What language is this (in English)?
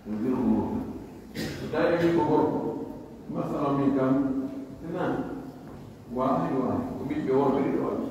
Pular